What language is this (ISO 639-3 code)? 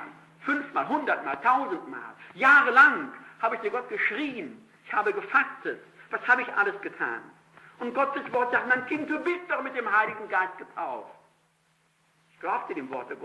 deu